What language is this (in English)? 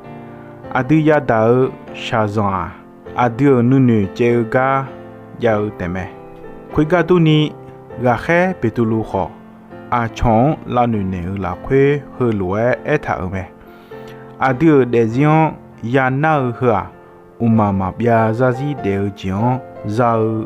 Akha